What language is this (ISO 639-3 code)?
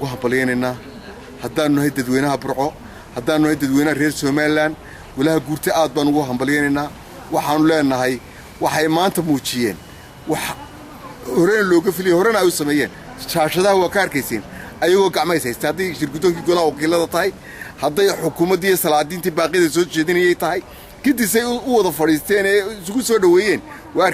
som